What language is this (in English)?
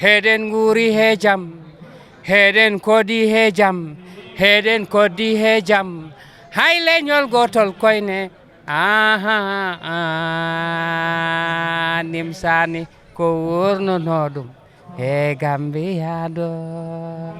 Fula